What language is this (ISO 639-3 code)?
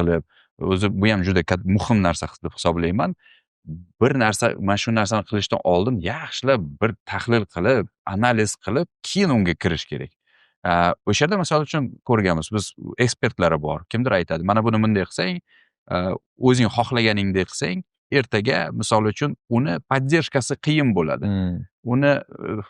uzb